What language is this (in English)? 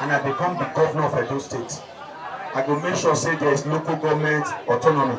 Nigerian Pidgin